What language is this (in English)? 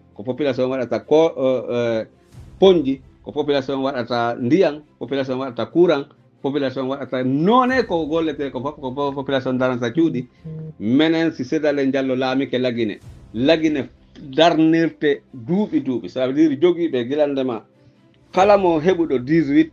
Pular